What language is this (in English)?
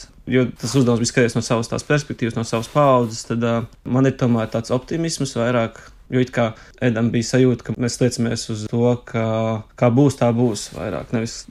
Latvian